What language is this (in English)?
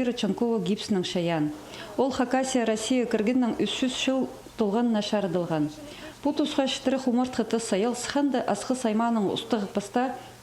Khakas